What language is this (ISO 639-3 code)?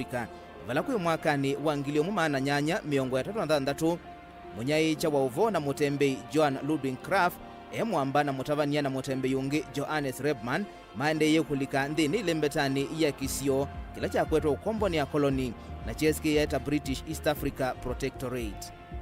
kam